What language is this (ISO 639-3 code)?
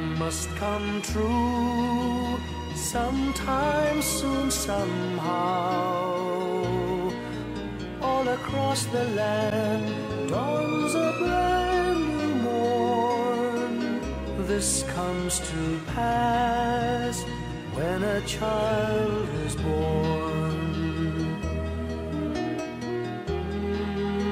eng